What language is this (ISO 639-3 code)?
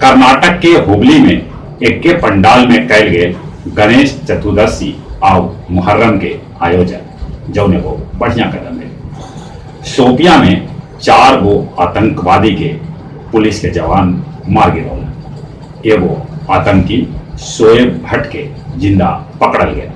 mag